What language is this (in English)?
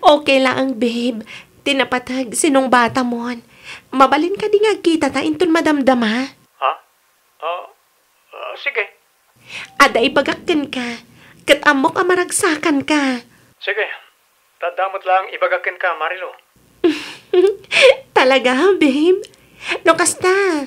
Iloko